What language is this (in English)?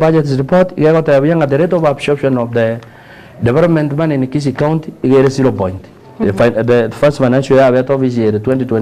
Gusii